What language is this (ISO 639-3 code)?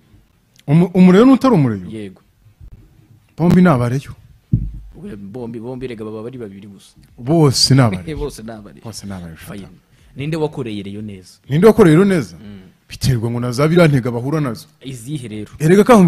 kin